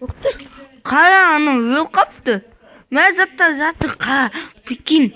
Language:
Kazakh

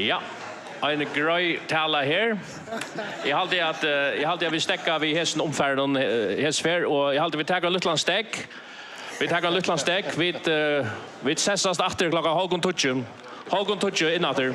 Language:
Faroese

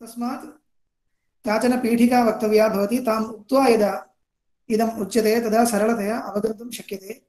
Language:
Sanskrit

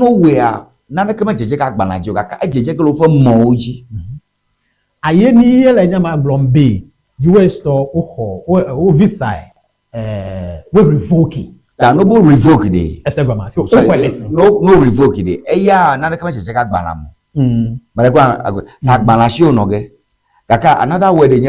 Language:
Ewe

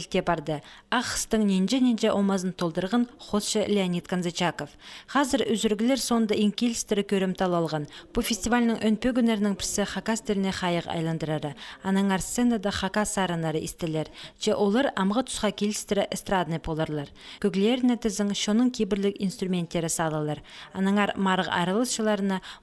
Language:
Khakas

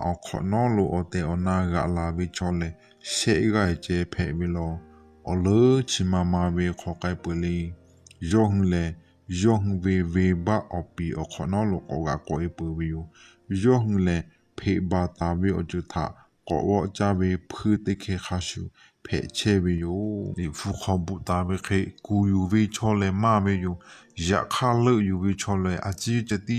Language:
Lahu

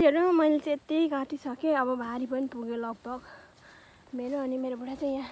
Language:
Nepali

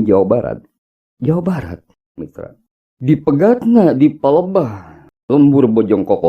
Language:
Sundanese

